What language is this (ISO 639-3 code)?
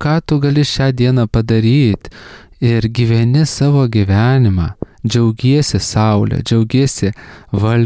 lit